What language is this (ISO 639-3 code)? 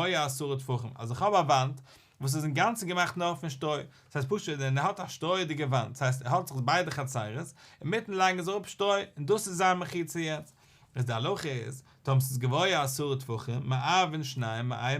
yid